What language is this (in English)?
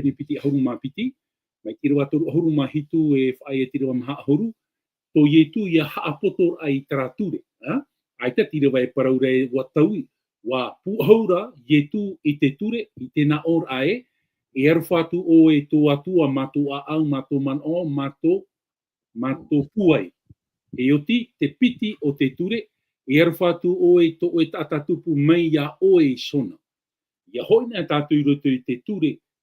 Tahitian